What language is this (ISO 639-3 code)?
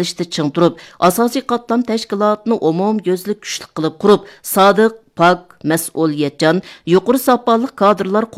uig